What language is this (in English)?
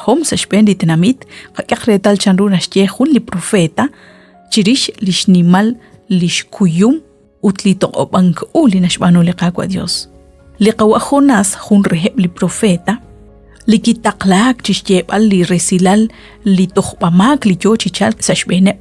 Kekchí